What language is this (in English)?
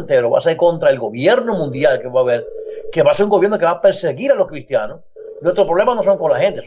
Spanish